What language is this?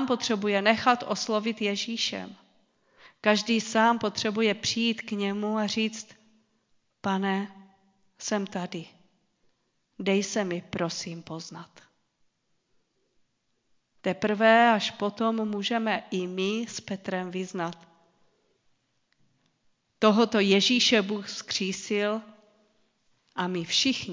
Czech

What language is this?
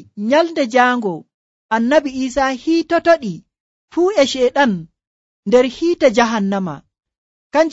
Nigerian Fulfulde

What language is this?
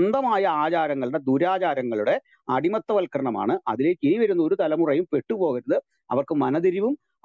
Malayalam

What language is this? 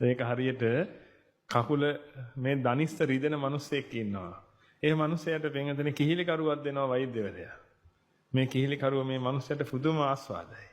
Sinhala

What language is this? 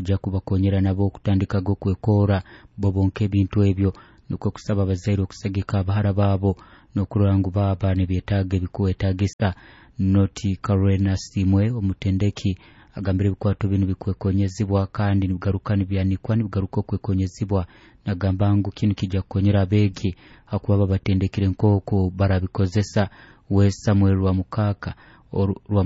Nyoro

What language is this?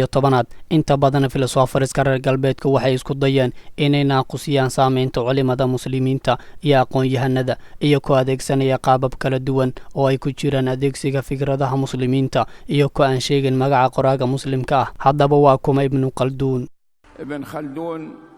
Somali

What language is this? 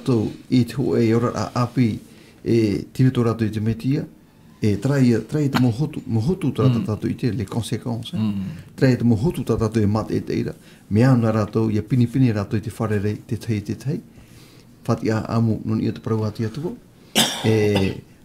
Tahitian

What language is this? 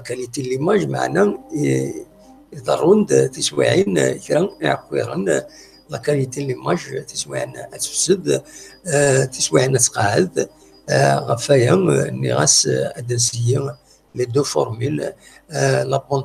Kabyle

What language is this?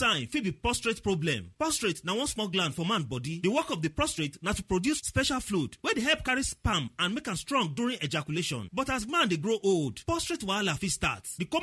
Nigerian Pidgin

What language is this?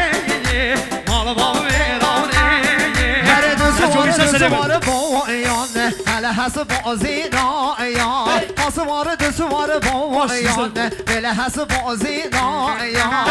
Kurdish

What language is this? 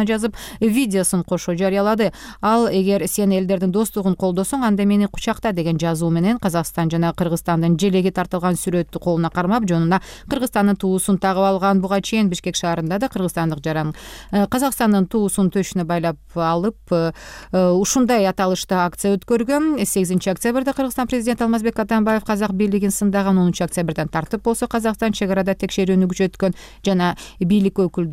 Kyrgyz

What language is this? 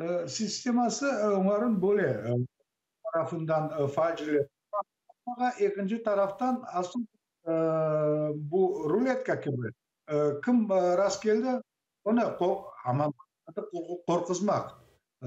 Crimean Tatar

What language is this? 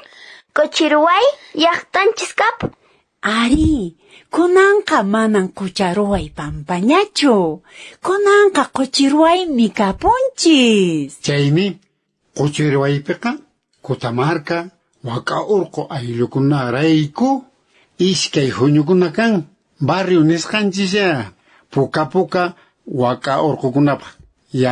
Quechua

